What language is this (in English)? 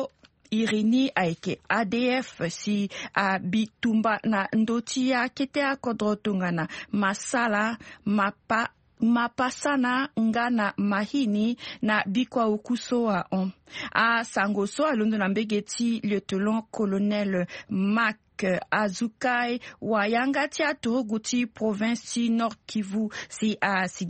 Sango